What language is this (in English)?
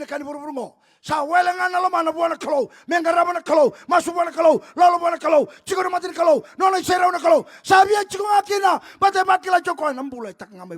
Fijian